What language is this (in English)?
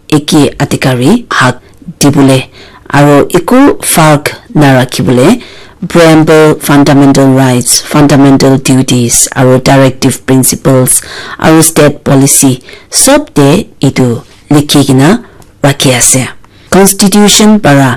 Naga Pidgin